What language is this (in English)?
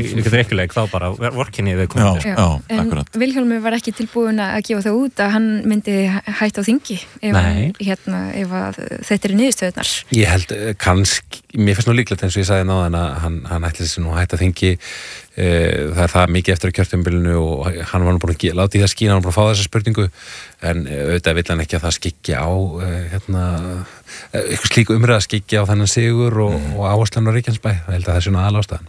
Icelandic